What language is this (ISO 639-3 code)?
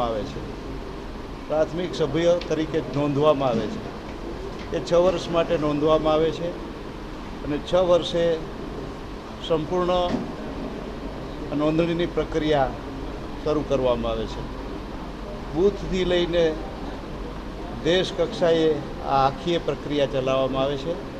guj